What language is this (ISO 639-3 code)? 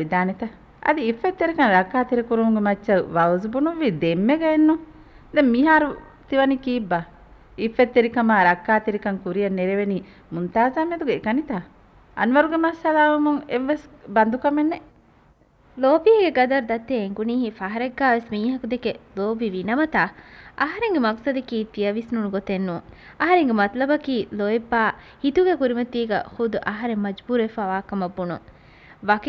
div